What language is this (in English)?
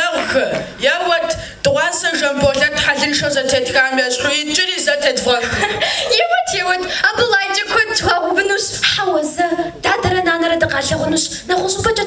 Kabardian